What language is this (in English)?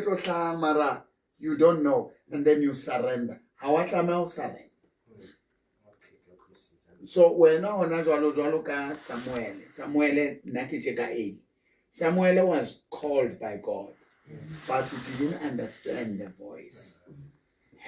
Southern Sotho